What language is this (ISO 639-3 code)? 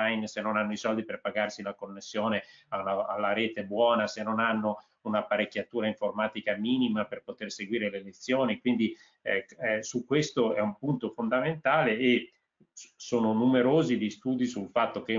ita